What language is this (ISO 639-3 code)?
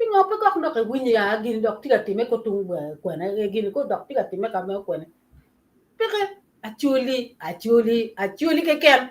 ach